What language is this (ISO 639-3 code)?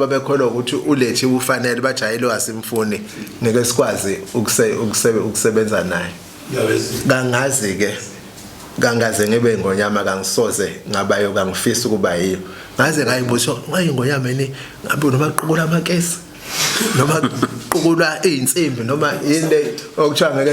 zul